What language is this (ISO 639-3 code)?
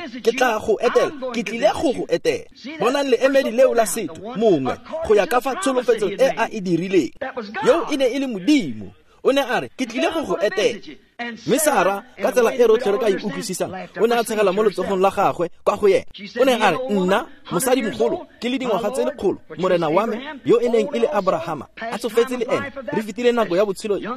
tsn